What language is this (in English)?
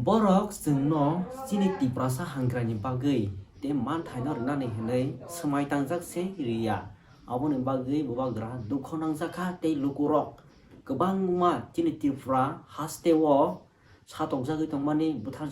Kok Borok